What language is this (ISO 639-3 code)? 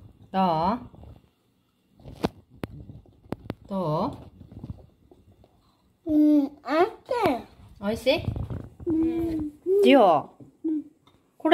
jpn